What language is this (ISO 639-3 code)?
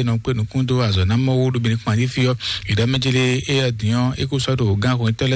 fon